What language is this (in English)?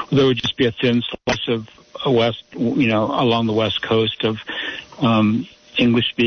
English